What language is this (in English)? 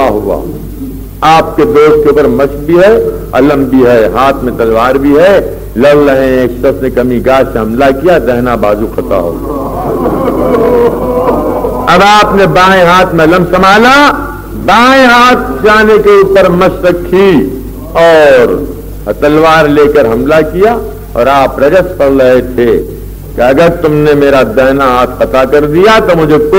Urdu